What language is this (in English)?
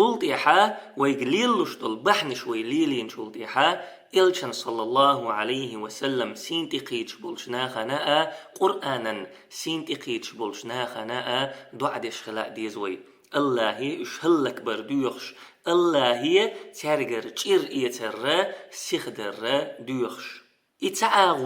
Chechen